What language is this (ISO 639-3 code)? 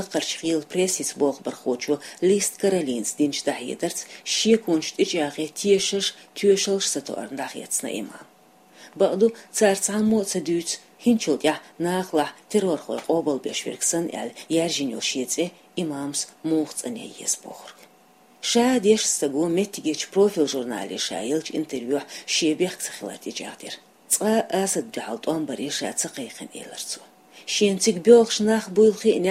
che